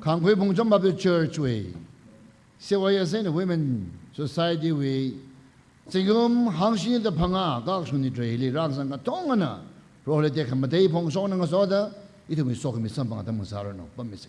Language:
Tangkhul Naga (India)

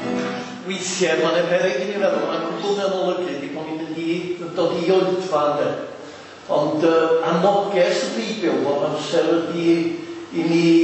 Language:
Welsh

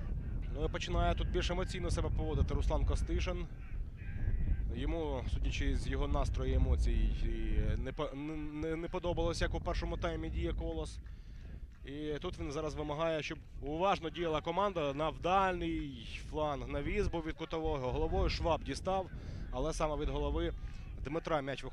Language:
Ukrainian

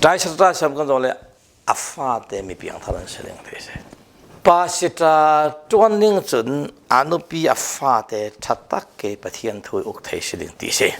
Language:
Falam Chin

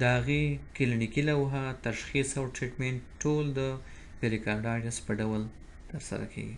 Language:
Pashto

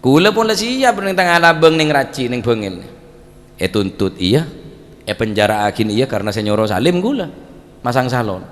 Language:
Madurese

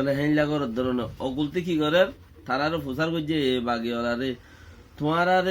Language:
Rohingya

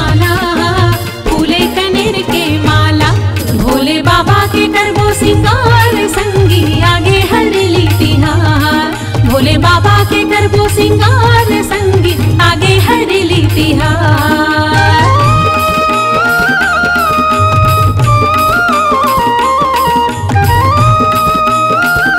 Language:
Chhattisgarhi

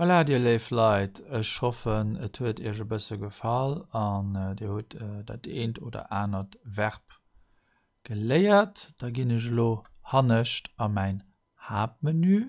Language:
Luxembourgish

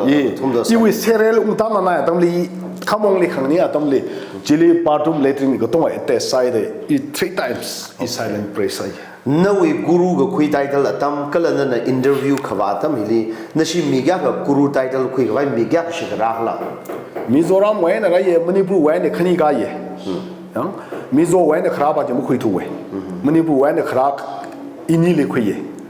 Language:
Tangkhul Naga (India)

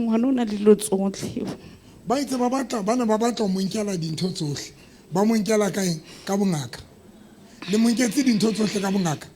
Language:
Southern Sotho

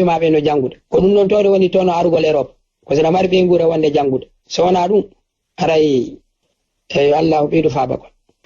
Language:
Fula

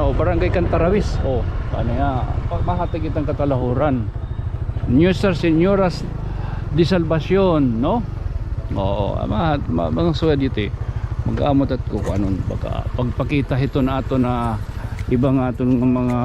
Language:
Waray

